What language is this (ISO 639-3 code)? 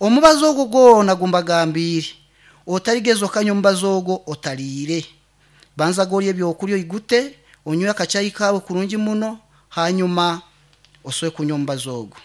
nyn